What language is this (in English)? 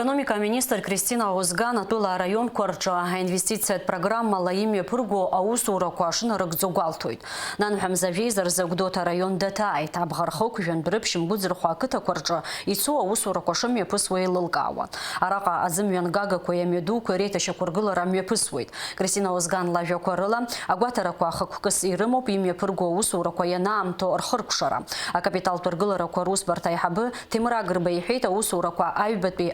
Abkhazian